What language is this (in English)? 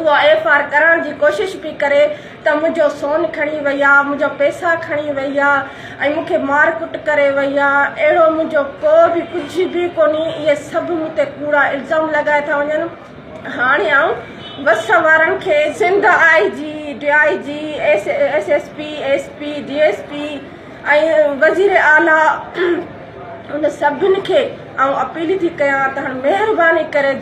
Sindhi